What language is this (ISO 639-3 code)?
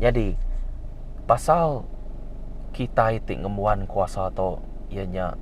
iba